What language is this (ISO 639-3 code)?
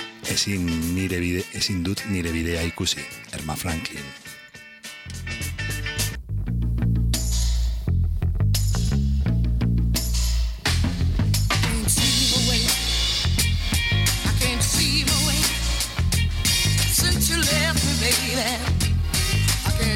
eus